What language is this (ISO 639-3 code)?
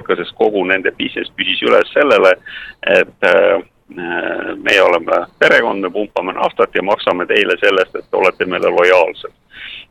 est